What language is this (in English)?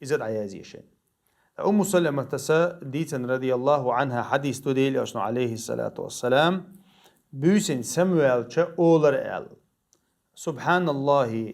Chechen